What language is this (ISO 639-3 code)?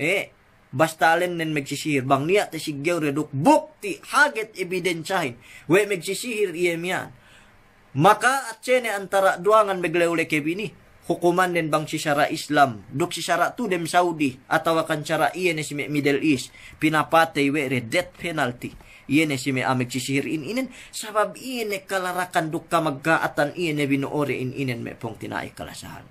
yka